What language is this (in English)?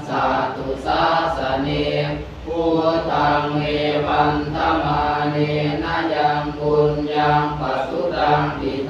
Pali